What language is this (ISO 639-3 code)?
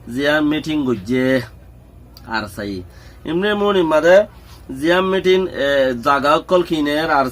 rhg